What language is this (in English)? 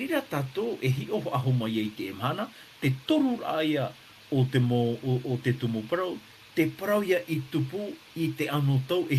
Tahitian